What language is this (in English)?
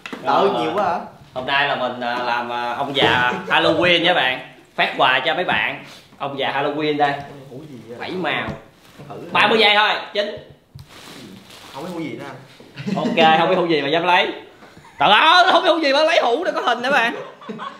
Vietnamese